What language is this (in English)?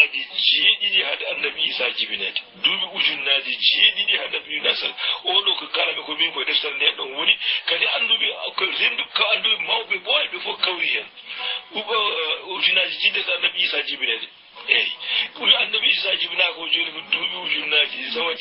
Fula